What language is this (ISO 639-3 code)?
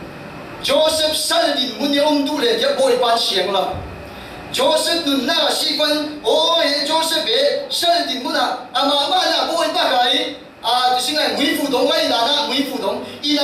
cfm